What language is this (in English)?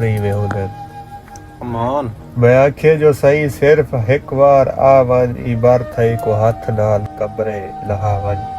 Saraiki